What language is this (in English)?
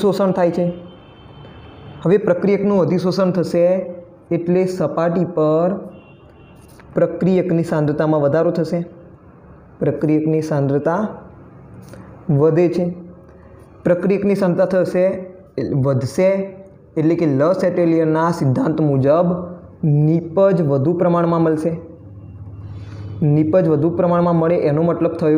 Gujarati